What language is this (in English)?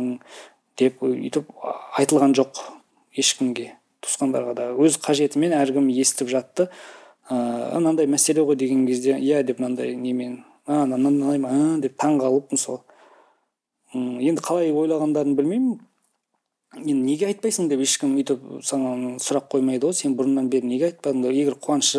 Kazakh